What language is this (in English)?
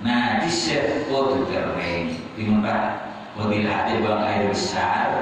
Madurese